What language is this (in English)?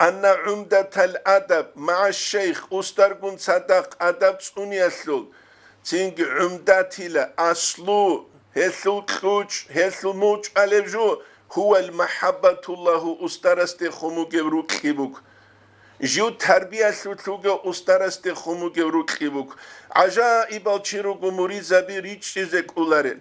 Avaric